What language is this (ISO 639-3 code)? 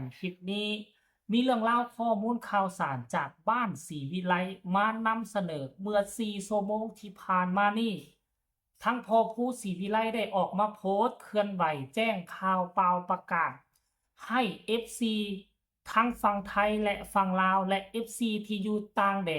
tts